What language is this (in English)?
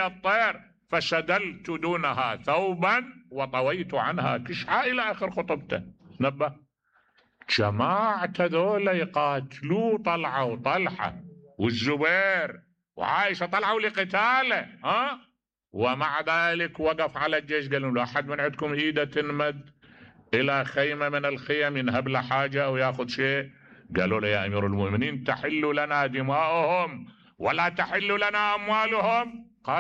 Mesopotamian Arabic